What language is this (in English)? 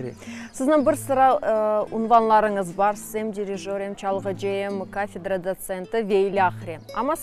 Crimean Tatar